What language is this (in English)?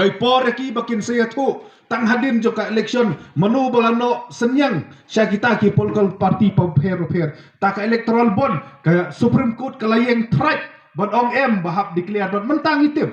Khasi